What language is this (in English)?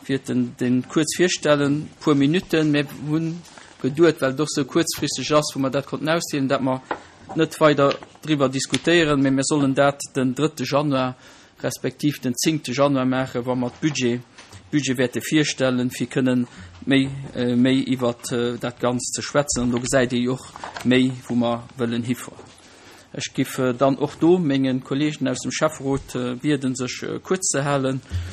Luxembourgish